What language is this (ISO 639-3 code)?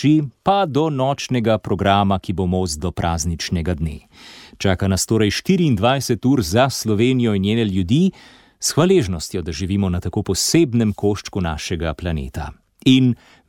slv